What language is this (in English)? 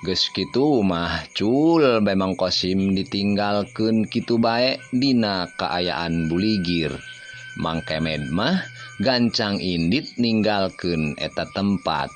Sundanese